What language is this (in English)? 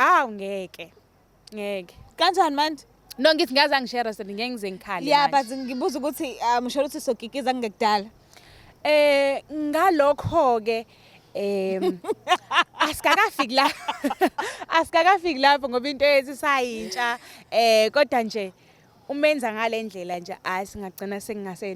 Zulu